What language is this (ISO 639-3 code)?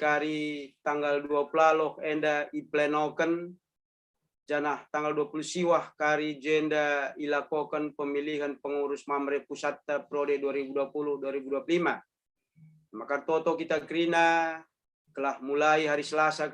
btx